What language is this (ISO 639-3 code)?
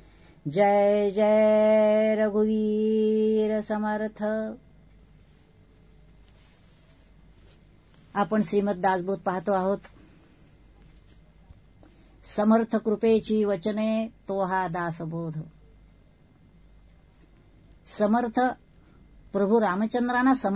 mar